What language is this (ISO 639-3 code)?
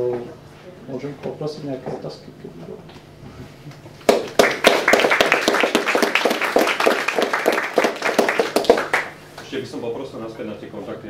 slk